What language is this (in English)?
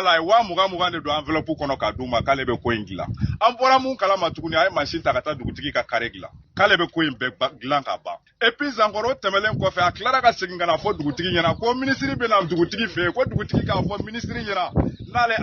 Bambara